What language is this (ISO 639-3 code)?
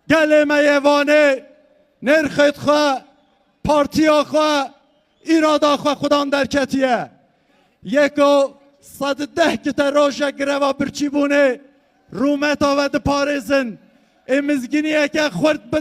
kur